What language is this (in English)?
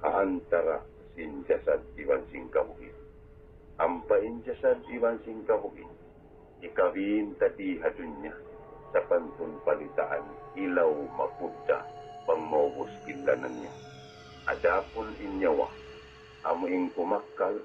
Tausug